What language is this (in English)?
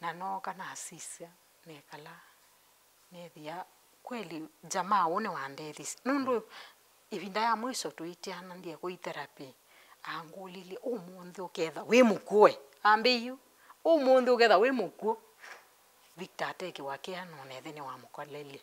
Kamba